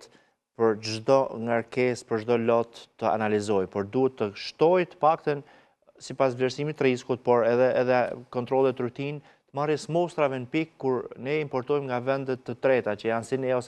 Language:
Albanian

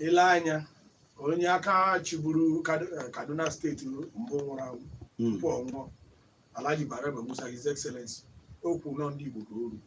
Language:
Igbo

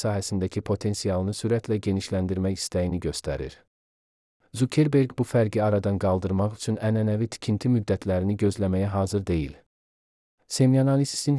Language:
Azerbaijani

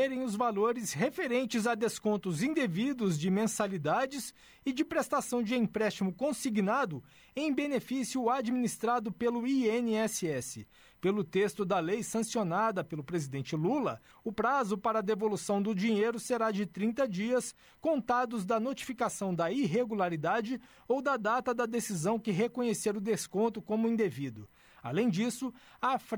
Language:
Portuguese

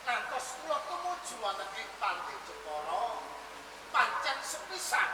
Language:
Javanese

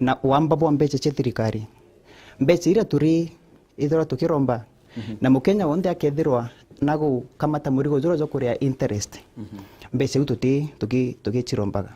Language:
Meru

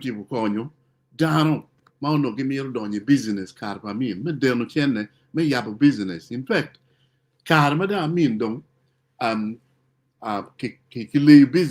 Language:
Acoli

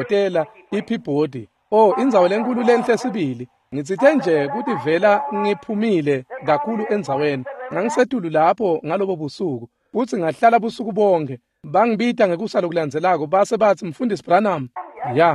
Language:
Swati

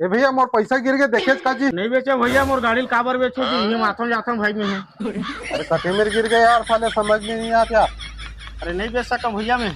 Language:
Chhattisgarhi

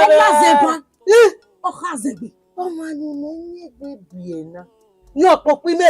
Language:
Bini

